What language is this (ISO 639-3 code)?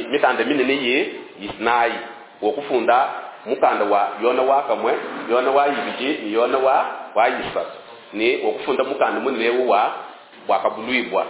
lua